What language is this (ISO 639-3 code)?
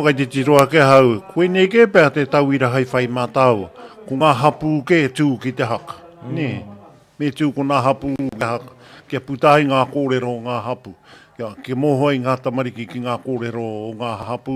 mri